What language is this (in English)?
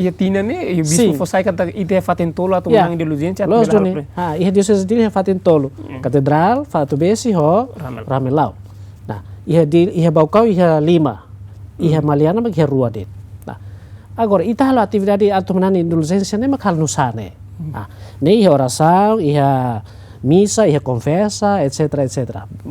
Tetum